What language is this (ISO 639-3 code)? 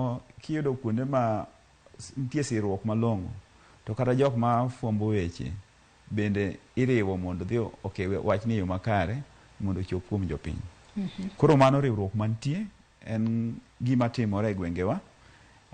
luo